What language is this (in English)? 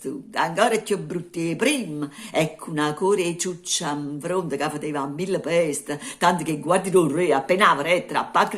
Neapolitan